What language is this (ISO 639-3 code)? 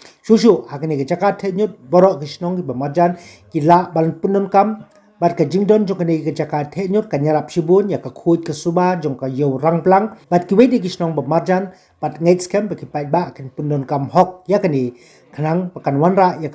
kha